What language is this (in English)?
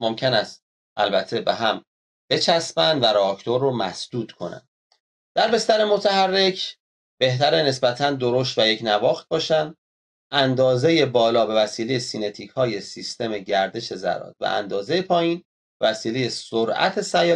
Persian